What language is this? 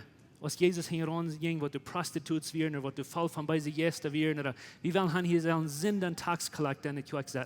Plautdietsch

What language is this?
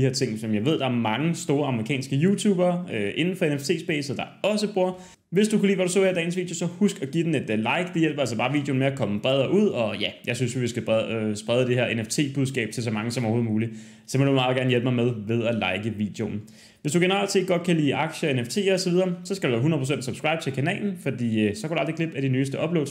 Danish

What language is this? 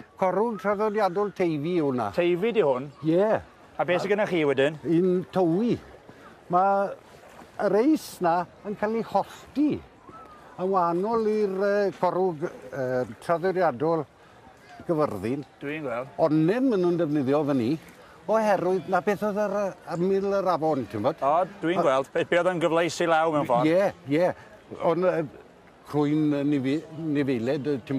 Welsh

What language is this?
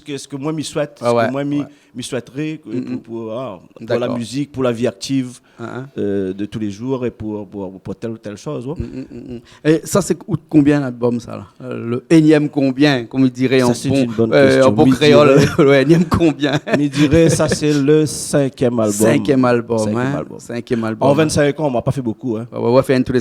Réunion Creole French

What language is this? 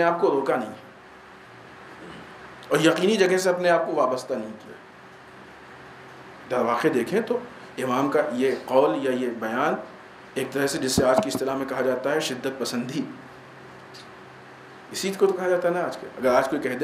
Urdu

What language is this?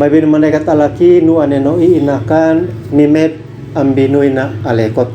Uab Meto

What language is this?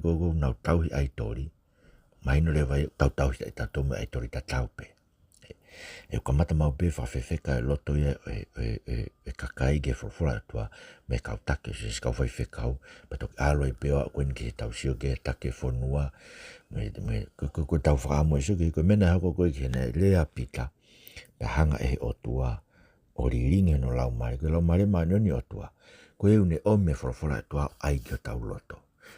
Tongan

